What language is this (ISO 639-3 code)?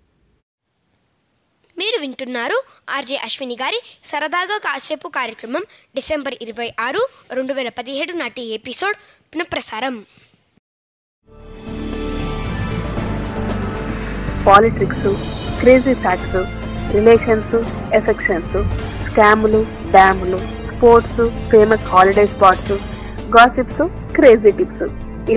tel